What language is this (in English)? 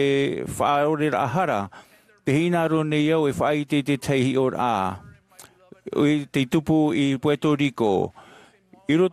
Tahitian